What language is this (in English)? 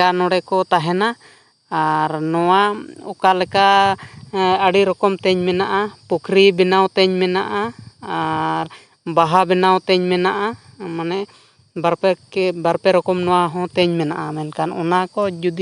Santali